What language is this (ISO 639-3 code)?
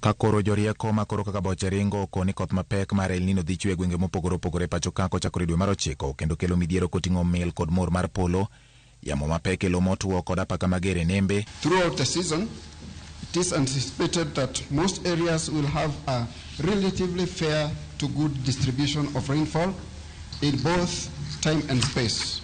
luo